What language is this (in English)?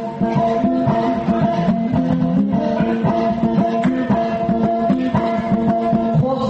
Kazakh